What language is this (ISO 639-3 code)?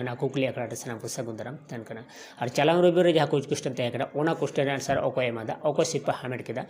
sat